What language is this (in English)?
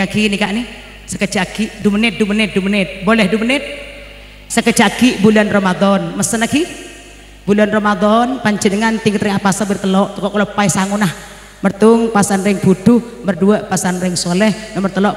Madurese